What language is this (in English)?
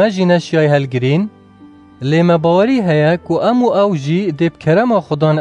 Kurdish